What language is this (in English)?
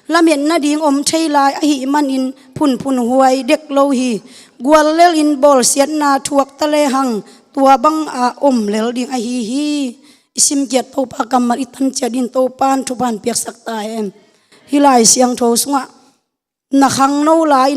Tedim Chin